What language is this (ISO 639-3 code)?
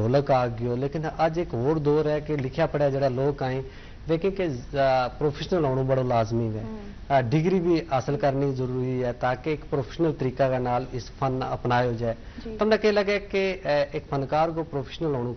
gju